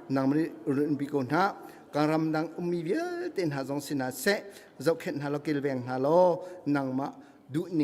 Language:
Hakha Chin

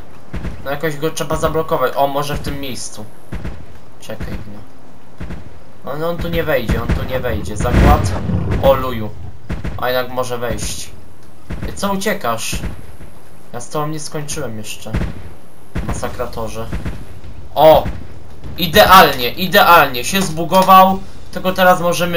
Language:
Polish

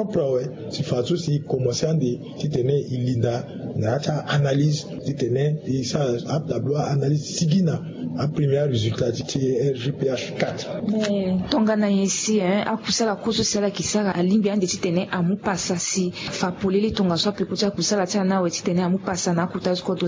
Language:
Sango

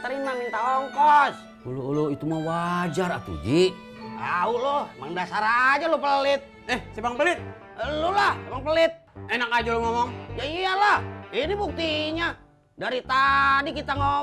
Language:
Betawi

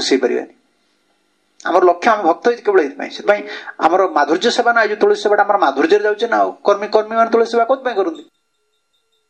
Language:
Odia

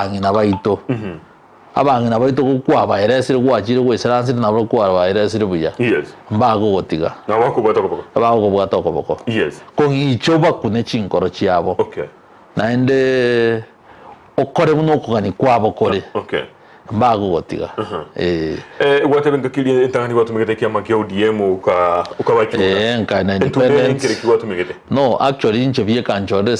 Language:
Gusii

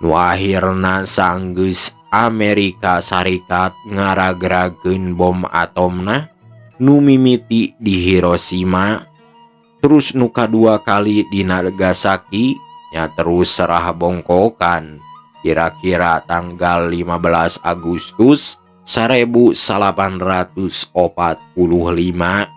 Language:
Sundanese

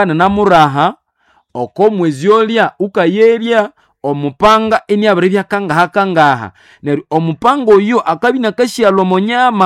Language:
Nande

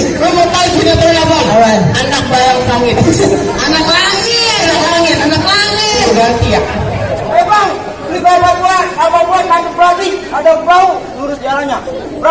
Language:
Betawi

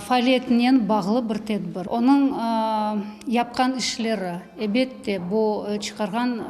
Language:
Crimean Tatar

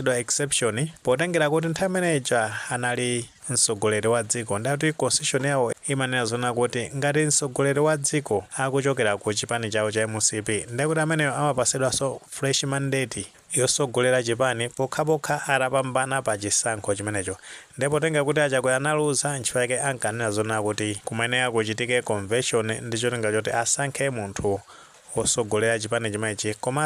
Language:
Nyanja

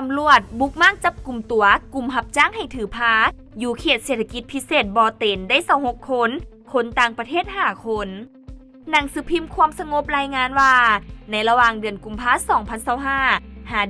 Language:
Lao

